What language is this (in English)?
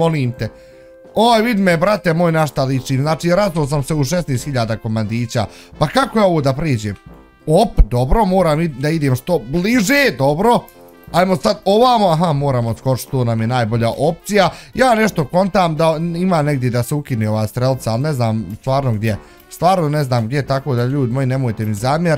Bosnian